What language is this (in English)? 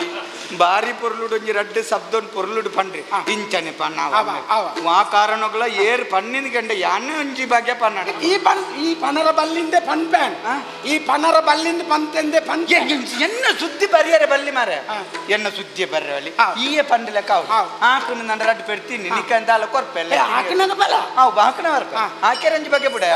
Tulu